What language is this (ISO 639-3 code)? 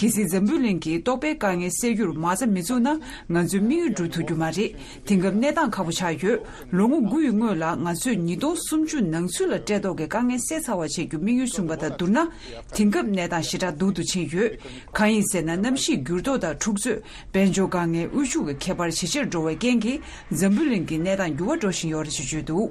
bod